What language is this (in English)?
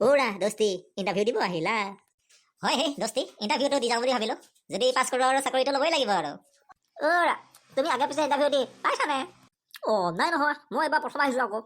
Assamese